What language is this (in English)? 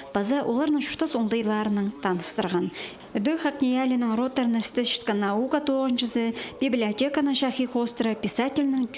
Khakas